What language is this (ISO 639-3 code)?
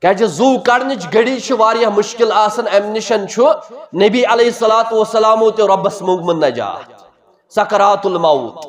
kas